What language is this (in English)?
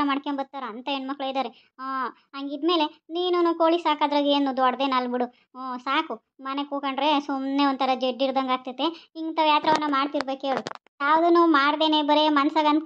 Kannada